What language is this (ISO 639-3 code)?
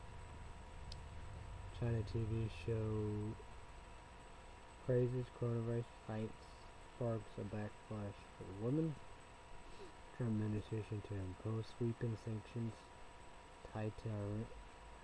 eng